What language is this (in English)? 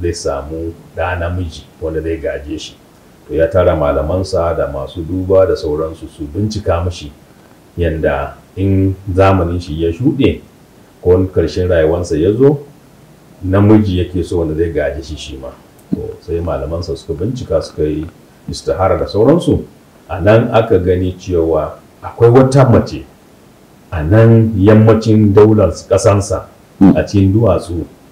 Hausa